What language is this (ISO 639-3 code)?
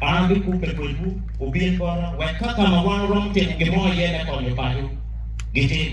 ach